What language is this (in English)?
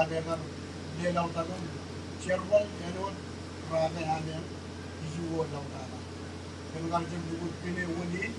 Marshallese